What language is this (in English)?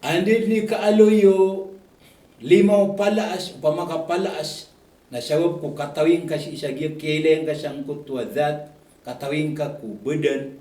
Maranao